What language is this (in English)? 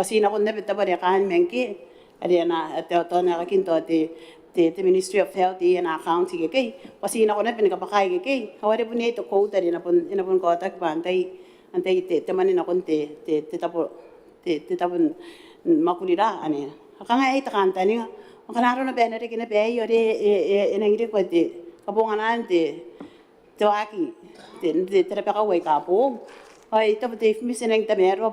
Gilbertese